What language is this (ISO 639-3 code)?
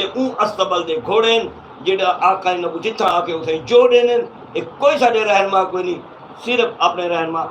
skr